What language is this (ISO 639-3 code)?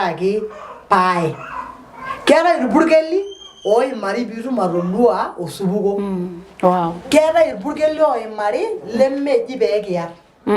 mas